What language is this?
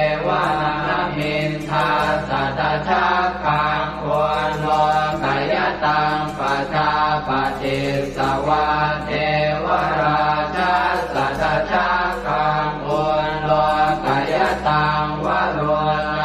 Pali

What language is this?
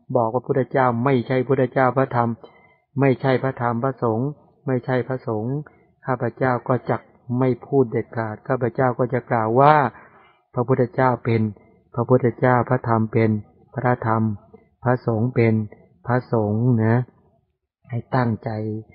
Thai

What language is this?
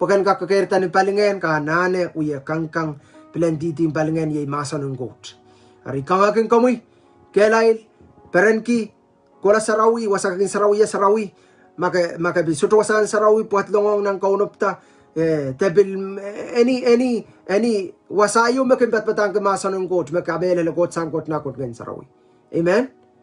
Pohnpeian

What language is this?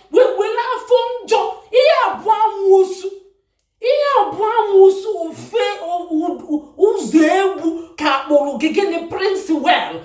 Igbo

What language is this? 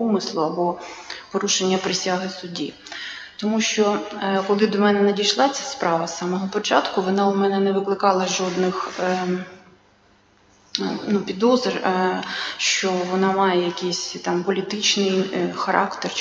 Ukrainian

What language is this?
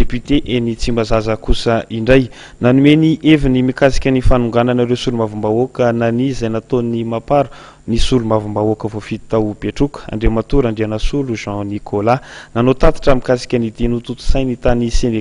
Malagasy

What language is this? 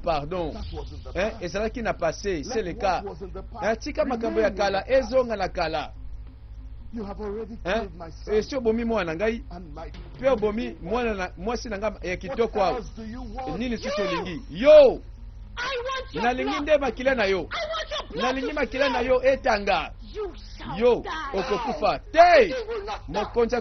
Lingala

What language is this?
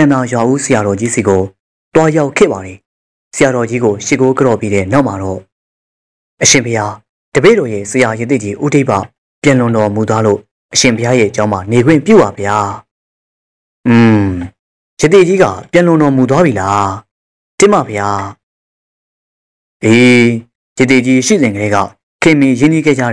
Burmese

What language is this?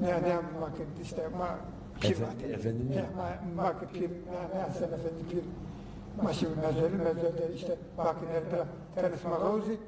Zaza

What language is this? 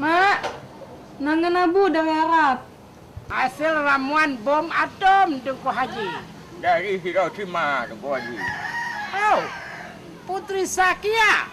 Achinese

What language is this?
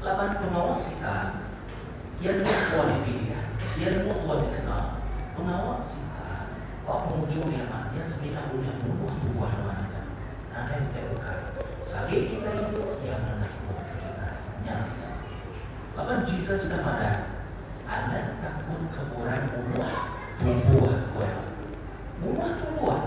Iban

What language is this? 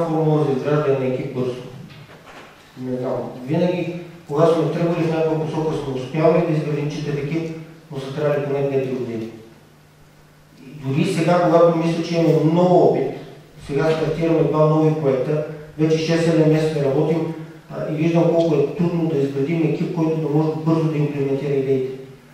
Bulgarian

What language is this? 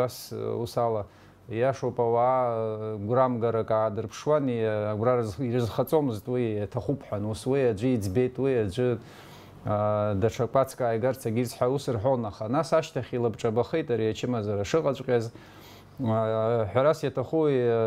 Abkhazian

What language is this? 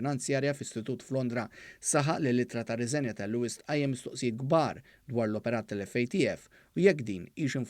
Maltese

